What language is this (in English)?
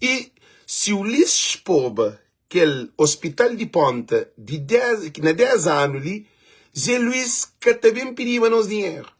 Kabuverdianu